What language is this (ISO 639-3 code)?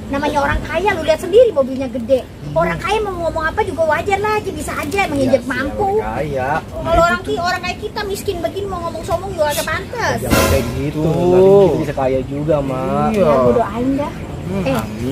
bew